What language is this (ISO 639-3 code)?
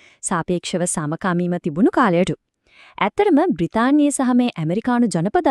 sin